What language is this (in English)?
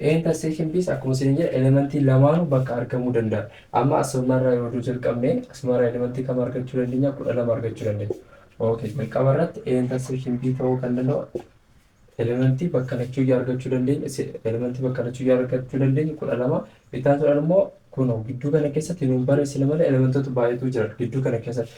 Oromo